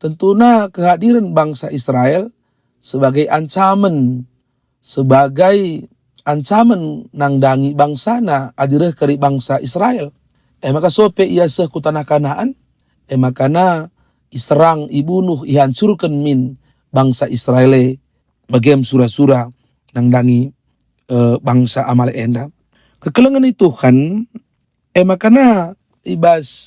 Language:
Batak Karo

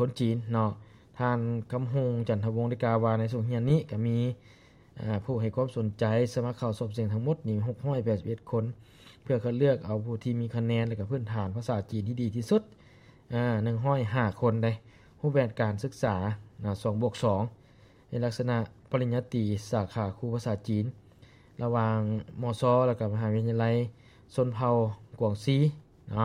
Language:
Lao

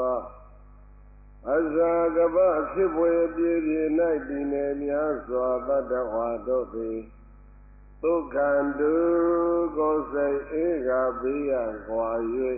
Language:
Burmese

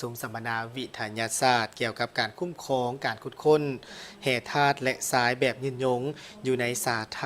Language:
Lao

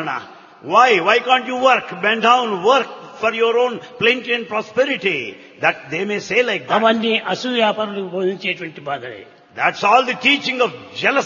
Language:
Telugu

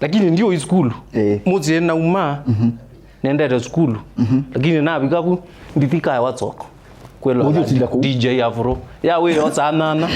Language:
Kamba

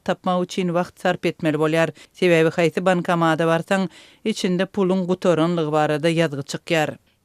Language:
Turkmen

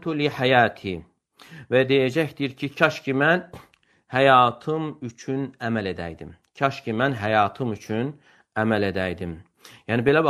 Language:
Azerbaijani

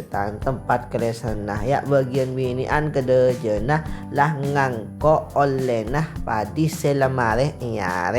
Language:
Madurese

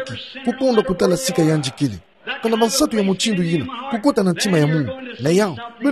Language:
Kituba (Democratic Republic of Congo)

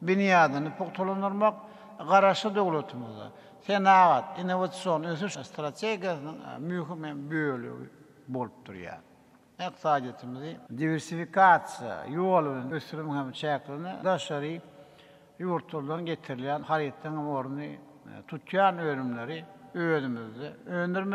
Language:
Turkmen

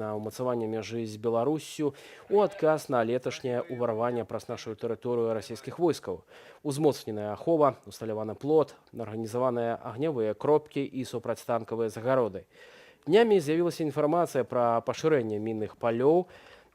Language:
Belarusian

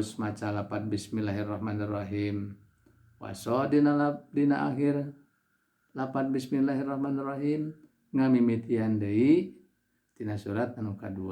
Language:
Sundanese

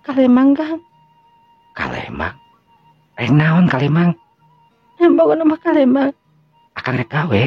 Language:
Sundanese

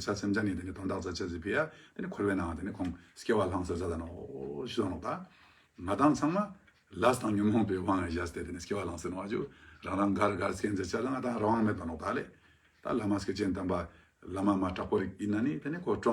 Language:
Ladakhi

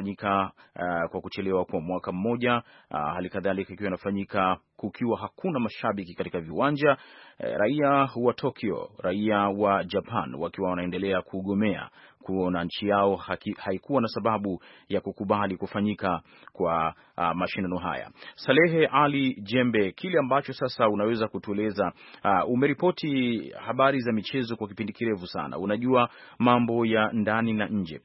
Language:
Swahili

